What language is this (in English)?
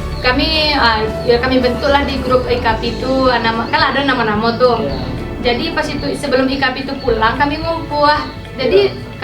Minangkabau